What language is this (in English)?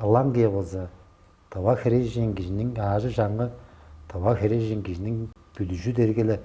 Tuvinian